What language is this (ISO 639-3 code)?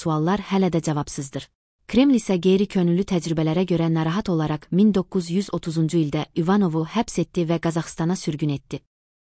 aze